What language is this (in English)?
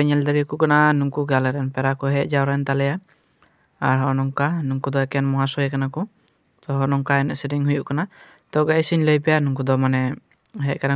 Santali